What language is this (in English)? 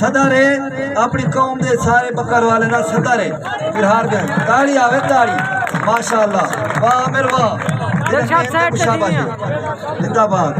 Saraiki